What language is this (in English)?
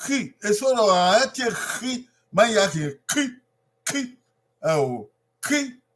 Bini